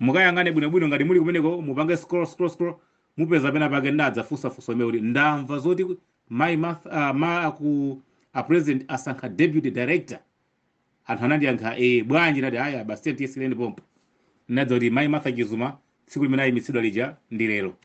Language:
Nyanja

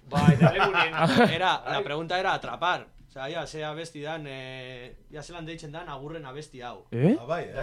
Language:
Basque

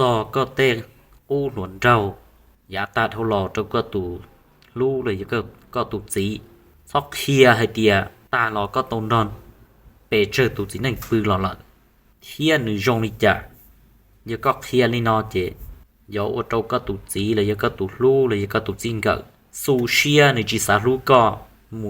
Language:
Hmong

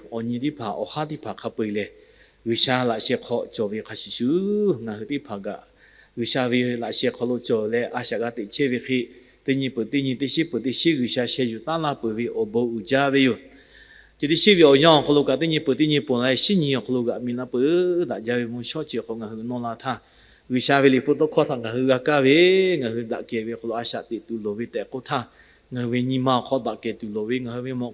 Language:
Lahu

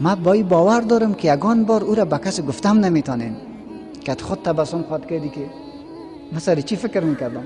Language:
Persian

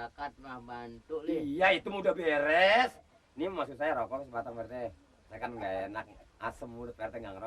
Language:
Betawi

